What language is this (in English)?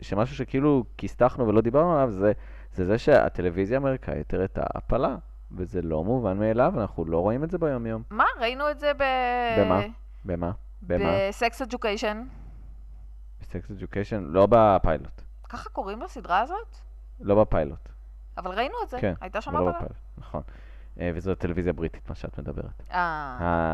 Hebrew